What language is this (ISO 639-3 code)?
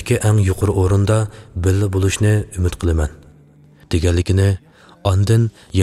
uig